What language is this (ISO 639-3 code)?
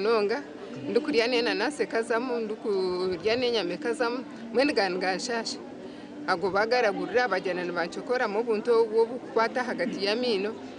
nyn